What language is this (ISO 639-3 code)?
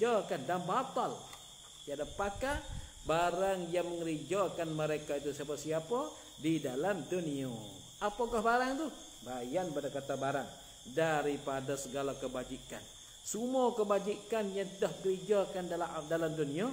msa